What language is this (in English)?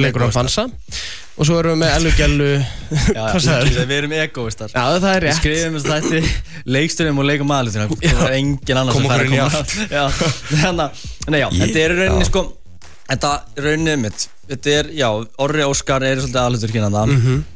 Icelandic